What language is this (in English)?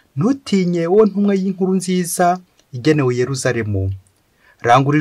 Kinyarwanda